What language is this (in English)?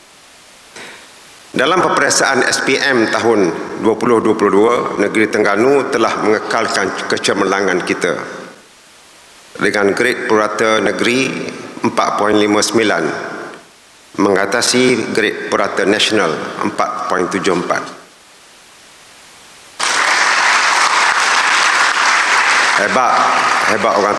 Malay